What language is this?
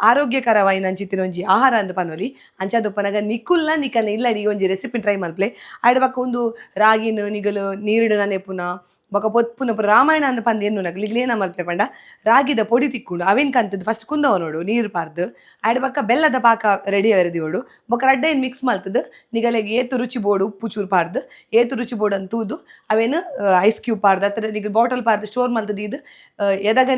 Tulu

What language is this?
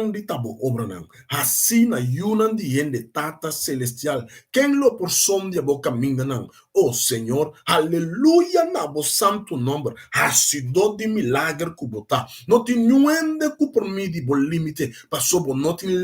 Papiamento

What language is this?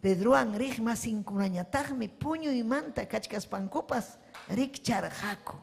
Ayacucho Quechua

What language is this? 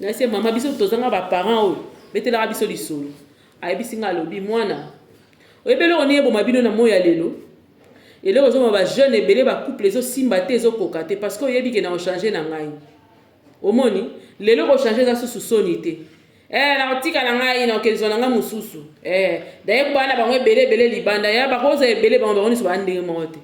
Lingala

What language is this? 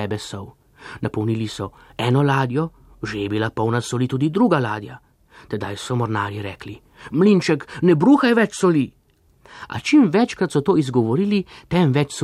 Slovenian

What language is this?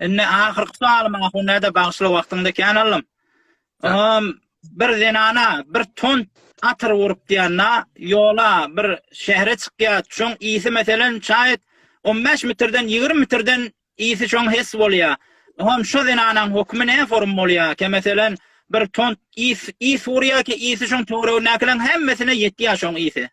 Turkmen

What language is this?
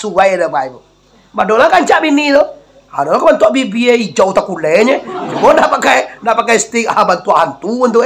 Minangkabau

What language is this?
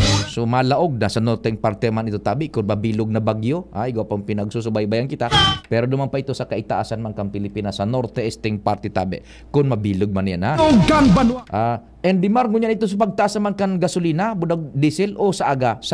Bikol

